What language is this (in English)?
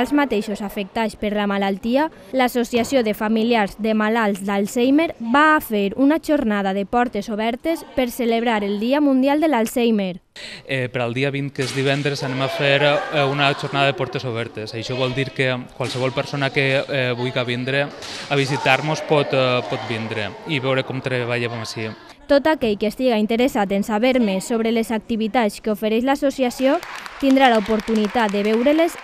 Catalan